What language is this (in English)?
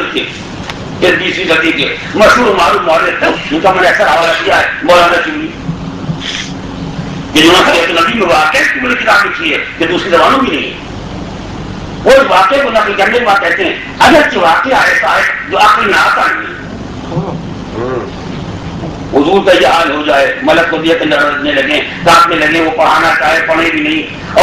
Urdu